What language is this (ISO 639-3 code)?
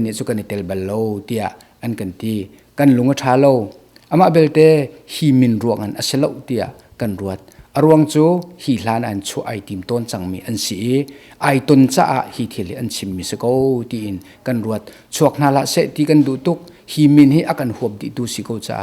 cnh